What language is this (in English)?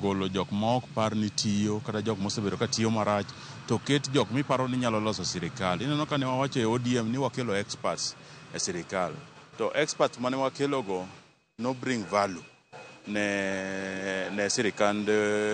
Luo (Kenya and Tanzania)